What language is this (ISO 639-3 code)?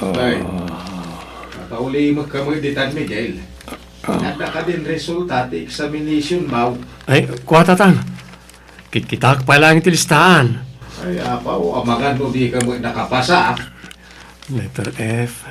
ilo